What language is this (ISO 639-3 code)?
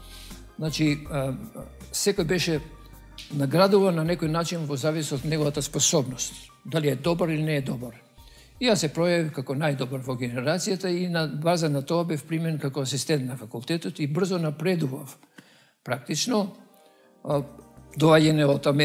mkd